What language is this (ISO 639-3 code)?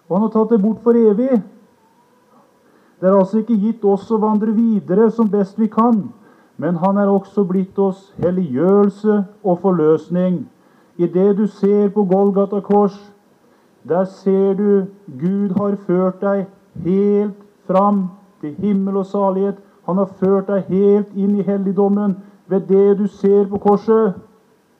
nor